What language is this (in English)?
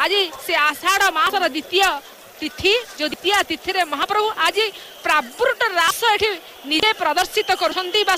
Odia